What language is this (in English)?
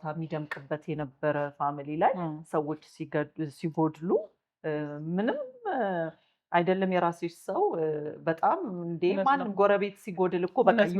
Amharic